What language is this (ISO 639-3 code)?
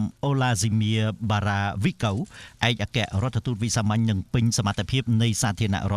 khm